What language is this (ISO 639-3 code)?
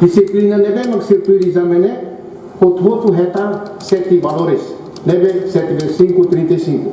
tet